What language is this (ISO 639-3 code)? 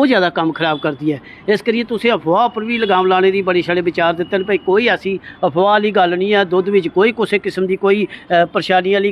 doi